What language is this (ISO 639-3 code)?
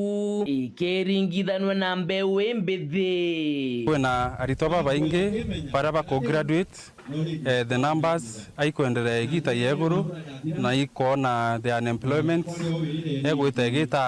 mer